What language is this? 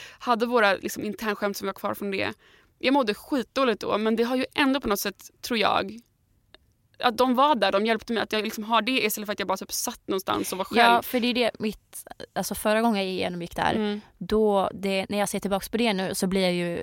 Swedish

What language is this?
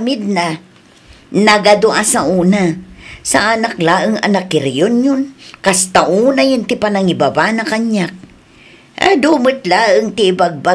Iloko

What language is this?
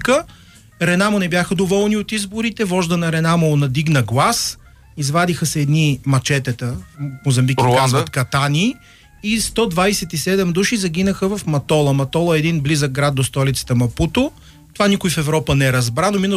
Bulgarian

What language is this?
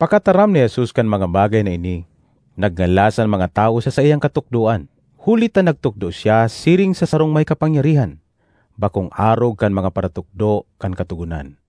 Bikol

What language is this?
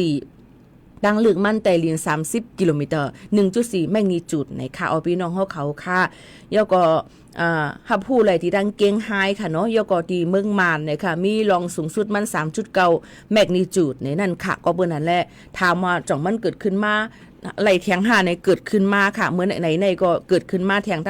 Shan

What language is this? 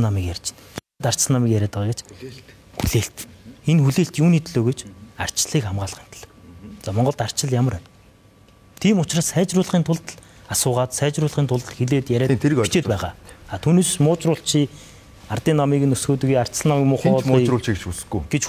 Mongolian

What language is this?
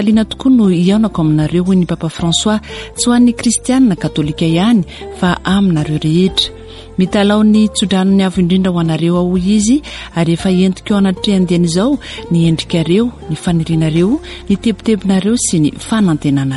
Malagasy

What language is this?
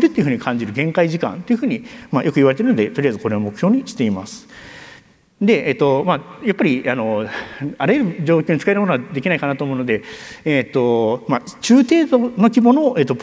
Japanese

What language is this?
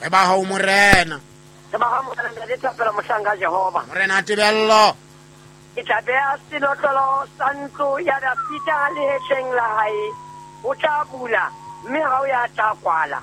Southern Sotho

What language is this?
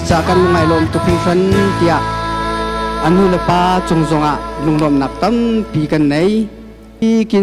Hakha Chin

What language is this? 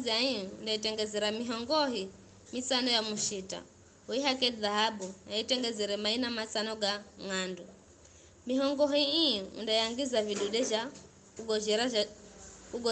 Giryama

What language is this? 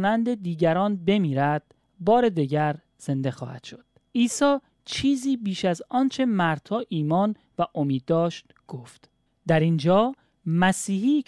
Persian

